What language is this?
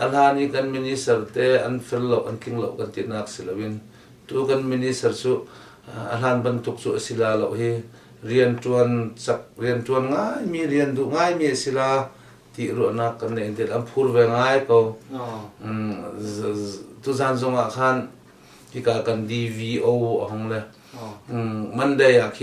Hakha Chin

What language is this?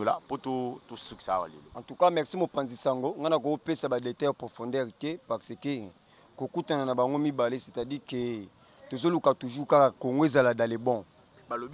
Lingala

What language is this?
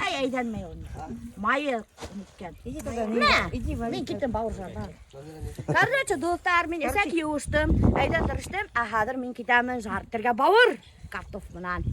Bashkir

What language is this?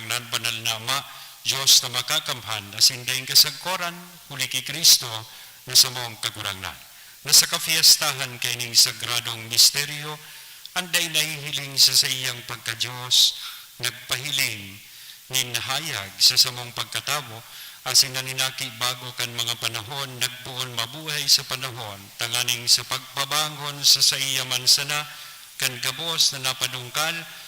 Bikol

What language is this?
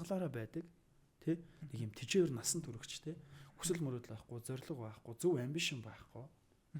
Mongolian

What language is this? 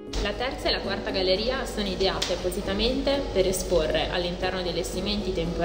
Italian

